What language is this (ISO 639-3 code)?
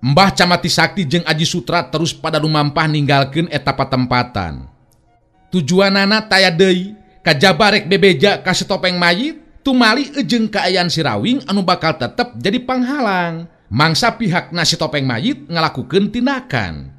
sun